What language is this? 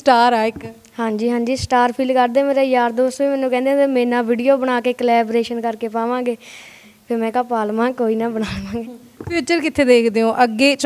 Punjabi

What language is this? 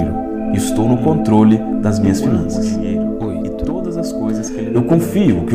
Portuguese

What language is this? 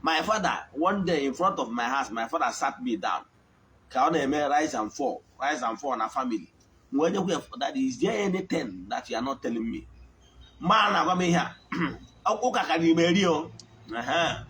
Igbo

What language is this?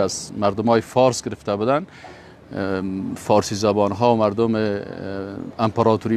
Persian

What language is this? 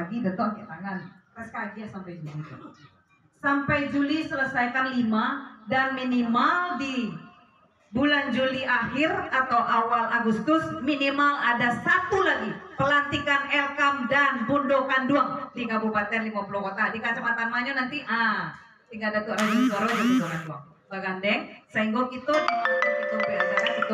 Minangkabau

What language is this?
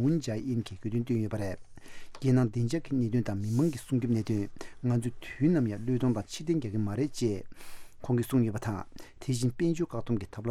Tibetan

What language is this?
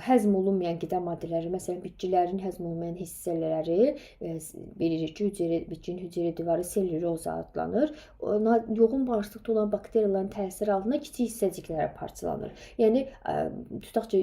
Azerbaijani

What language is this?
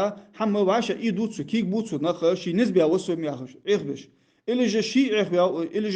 Ingush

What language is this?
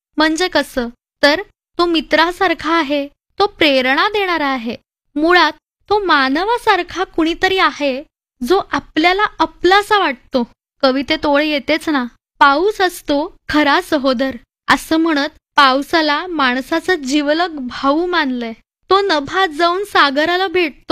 Marathi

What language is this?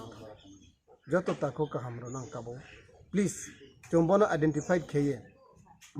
Kok Borok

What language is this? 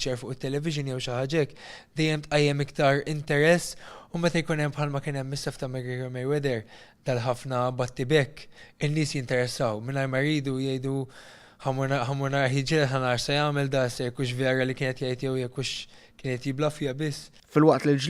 Maltese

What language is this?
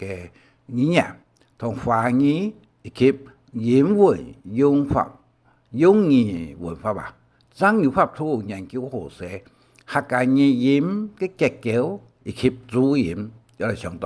Hakka Chinese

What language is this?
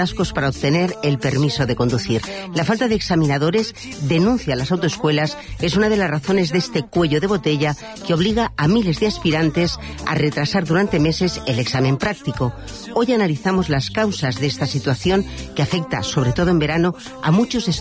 Spanish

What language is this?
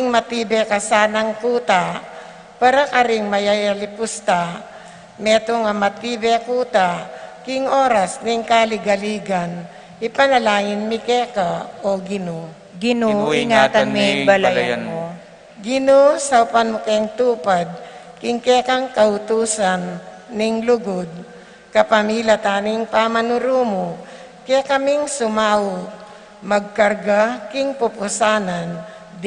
Pampanga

